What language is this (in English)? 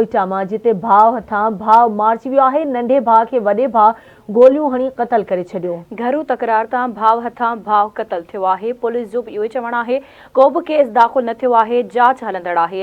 Sindhi